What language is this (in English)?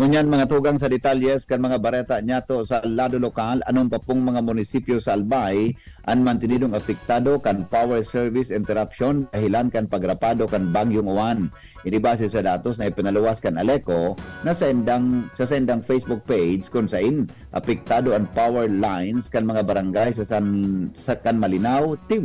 Bikol